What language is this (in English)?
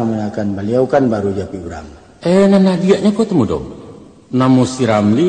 Minangkabau